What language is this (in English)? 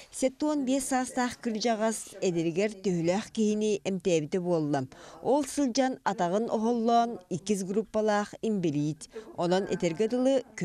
Yakut